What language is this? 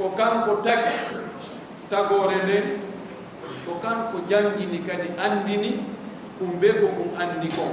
Pular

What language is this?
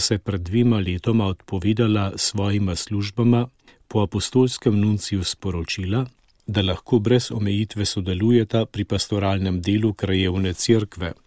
Slovenian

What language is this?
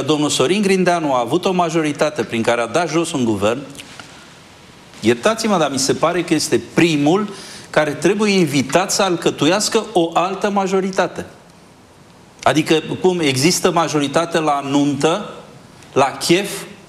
Romanian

